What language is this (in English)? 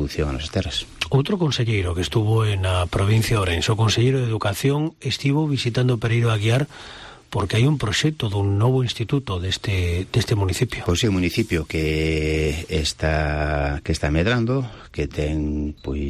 Galician